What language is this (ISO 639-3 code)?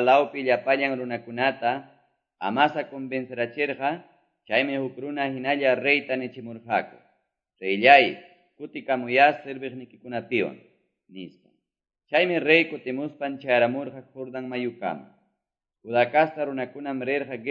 que